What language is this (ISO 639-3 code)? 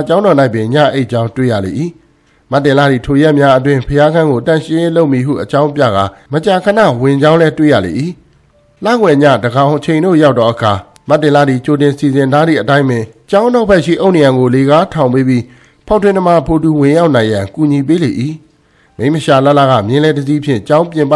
mya